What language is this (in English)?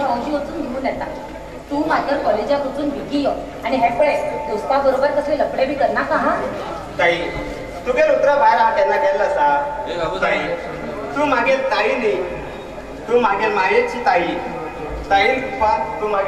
Konkani